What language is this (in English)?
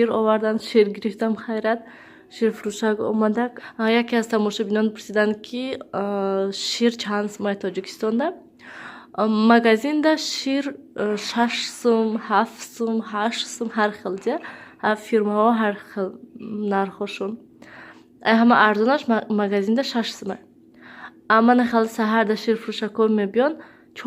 Tajik